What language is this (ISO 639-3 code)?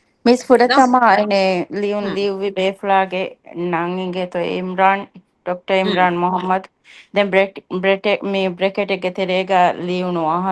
div